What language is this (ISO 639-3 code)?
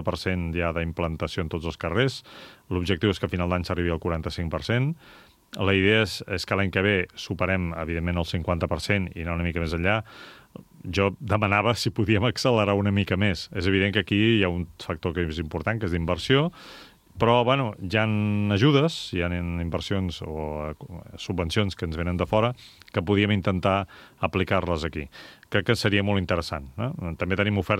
cat